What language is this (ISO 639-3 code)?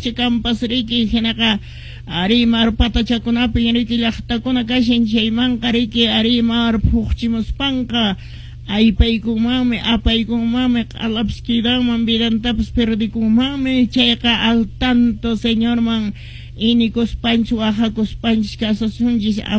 que